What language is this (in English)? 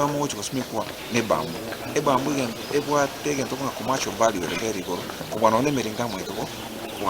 Gusii